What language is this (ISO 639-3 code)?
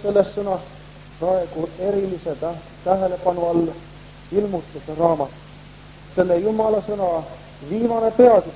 est